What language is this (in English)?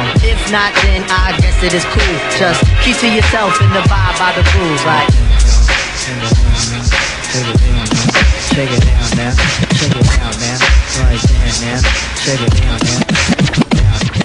English